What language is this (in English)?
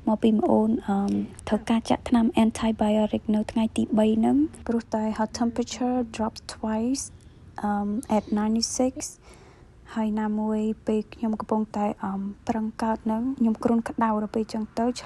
Khmer